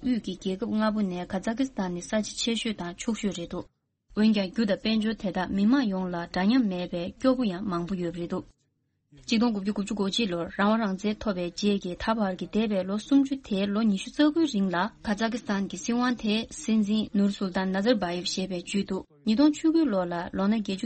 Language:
Tibetan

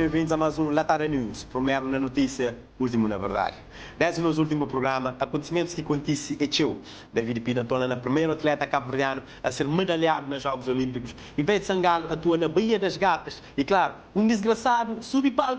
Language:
Kabuverdianu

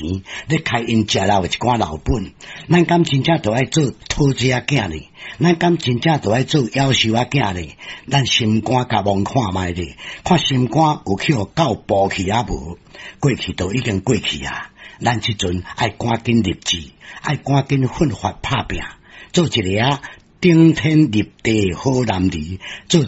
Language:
Min Nan Chinese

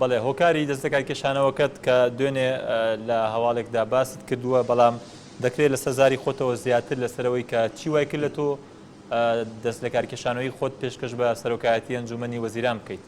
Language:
Central Kurdish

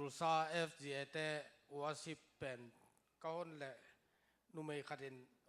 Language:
Tedim Chin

